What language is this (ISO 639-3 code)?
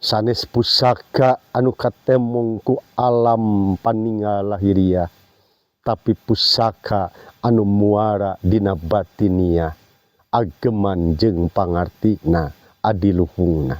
sun